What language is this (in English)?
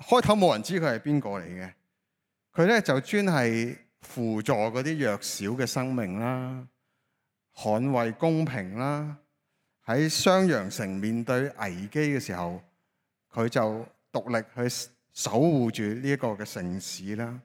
Cantonese